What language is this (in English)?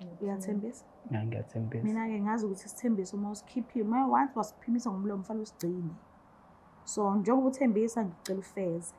Zulu